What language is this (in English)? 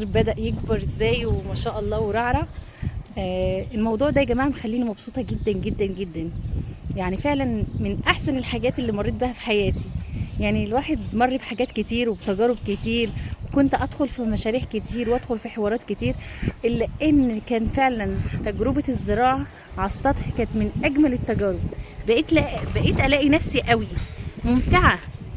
Egyptian Arabic